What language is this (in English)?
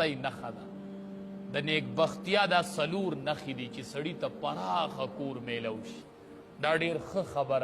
Pashto